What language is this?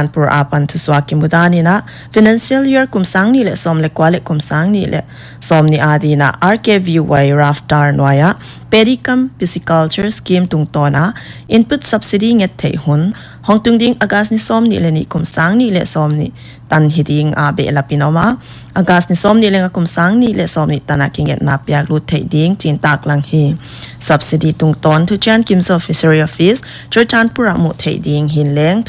Paite Chin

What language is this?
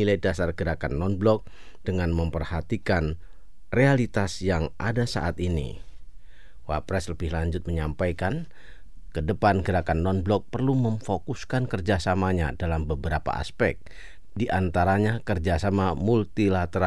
Indonesian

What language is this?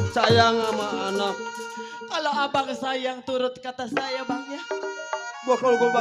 Betawi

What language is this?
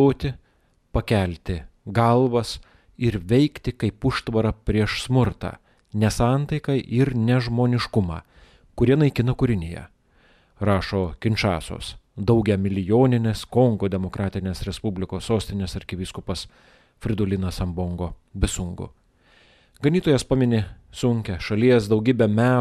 Lithuanian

